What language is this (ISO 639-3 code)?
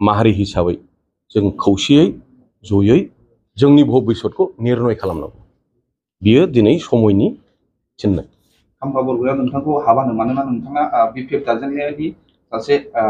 brx